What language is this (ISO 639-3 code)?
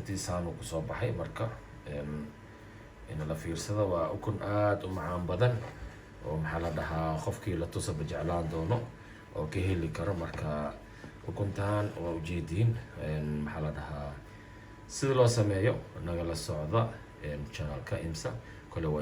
som